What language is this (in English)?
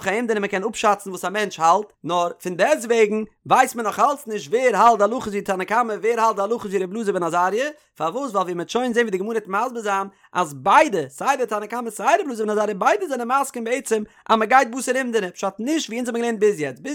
Yiddish